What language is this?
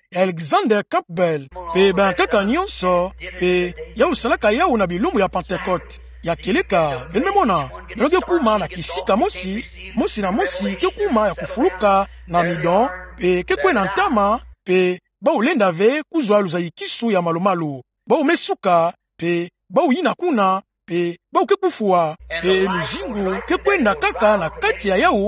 Kituba (Democratic Republic of Congo)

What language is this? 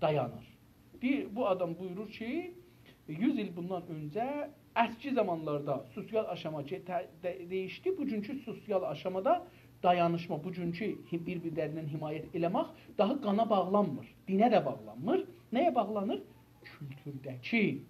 South Azerbaijani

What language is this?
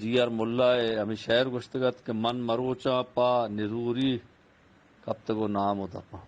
Eastern Balochi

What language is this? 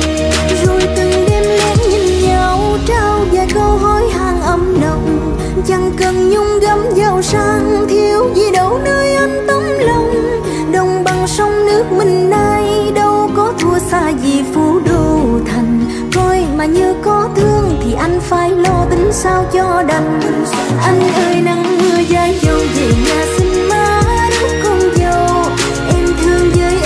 Vietnamese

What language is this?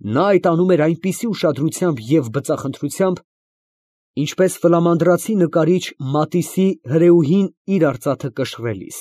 Armenian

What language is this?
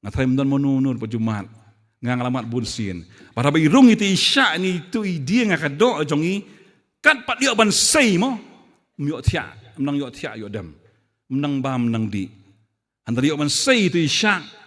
Khasi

